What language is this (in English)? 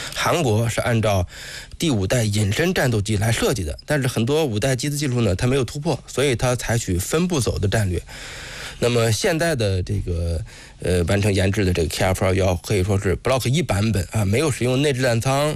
Chinese